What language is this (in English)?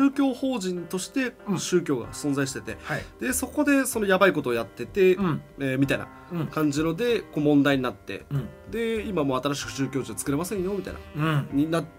Japanese